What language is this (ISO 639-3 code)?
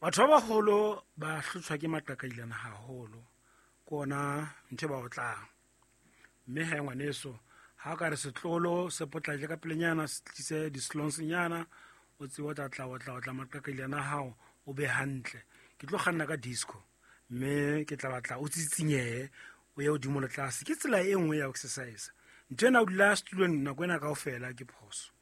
sot